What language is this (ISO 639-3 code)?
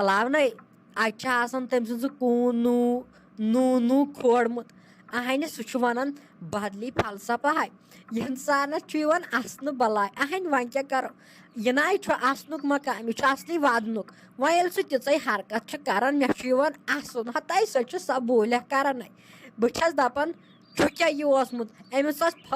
kas